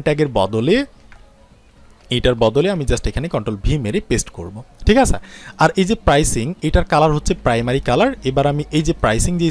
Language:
Bangla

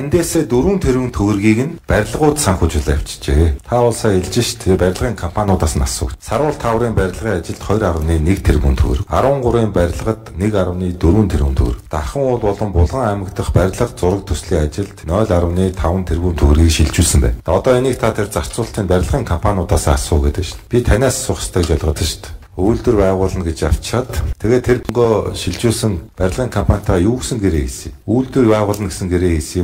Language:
Mongolian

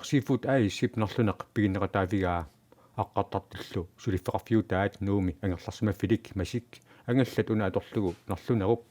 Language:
Kalaallisut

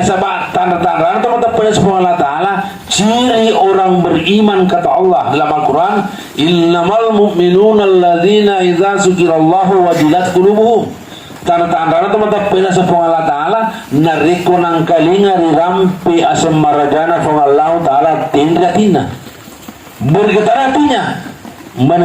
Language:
Buginese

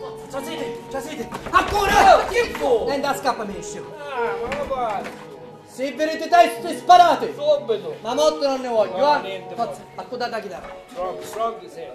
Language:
Sicilian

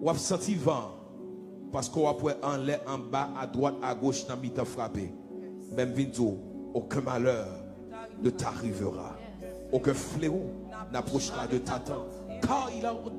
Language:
Haitian Creole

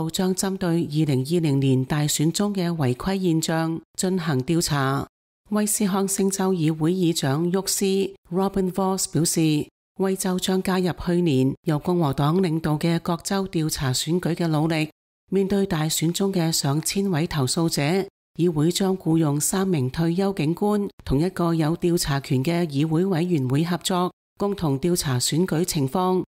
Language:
Cantonese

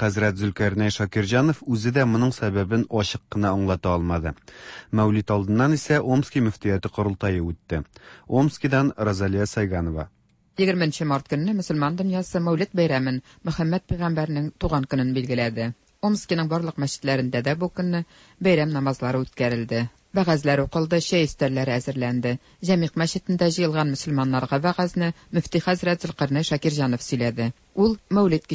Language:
Tatar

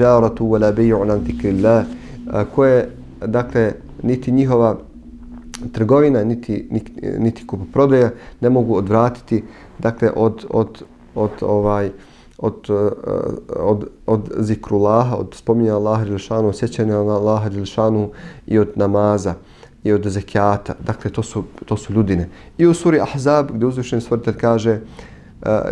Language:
Bosnian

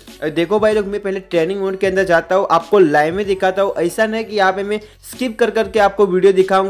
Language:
Hindi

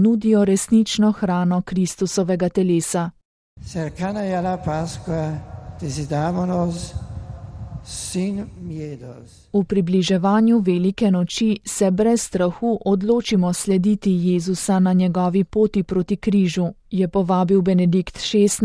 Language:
Slovenian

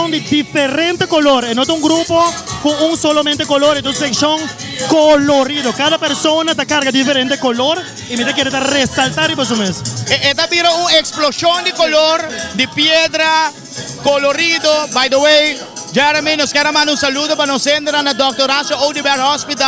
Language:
Papiamento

